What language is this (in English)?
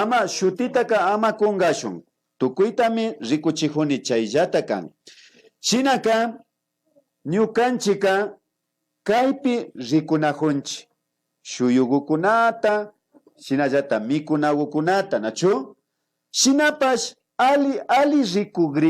Imbabura Highland Quichua